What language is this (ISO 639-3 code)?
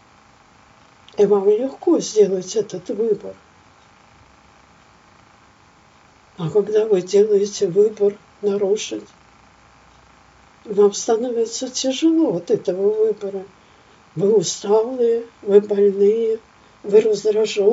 rus